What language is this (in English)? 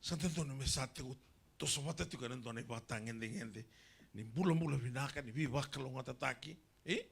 Fijian